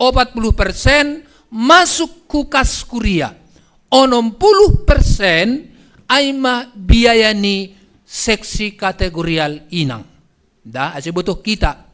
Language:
Batak Simalungun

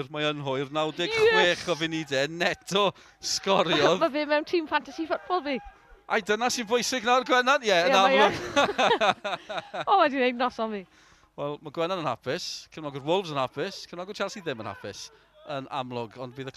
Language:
Welsh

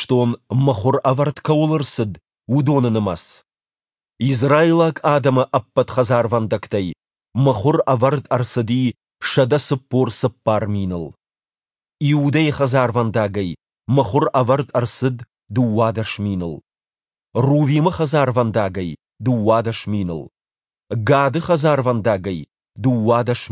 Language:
Ossetic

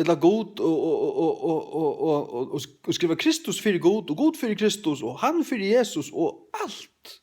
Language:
Faroese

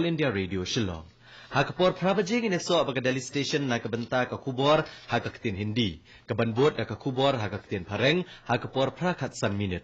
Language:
Khasi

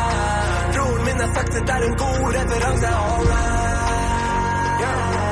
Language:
Norwegian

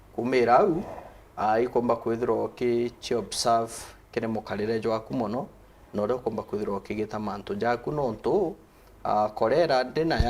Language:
Meru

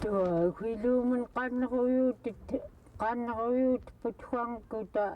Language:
Central Yupik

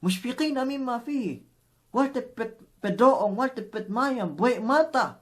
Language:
Yakan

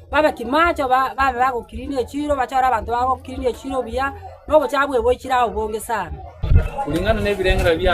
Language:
Gusii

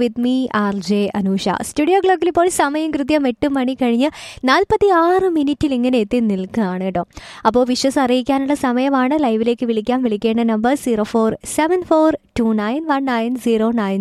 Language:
Malayalam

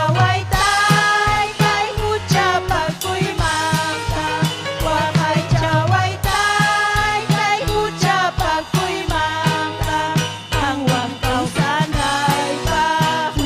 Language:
Ayacucho Quechua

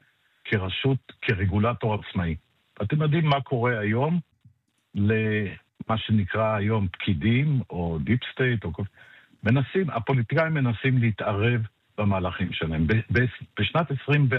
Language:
Hebrew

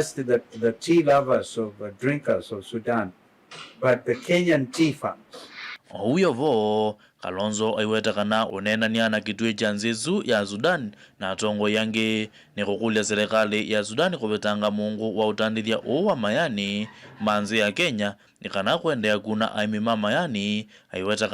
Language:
Kamba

